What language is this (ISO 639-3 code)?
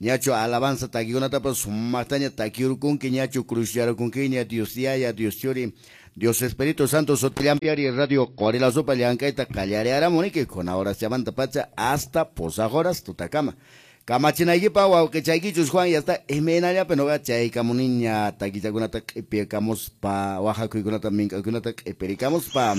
que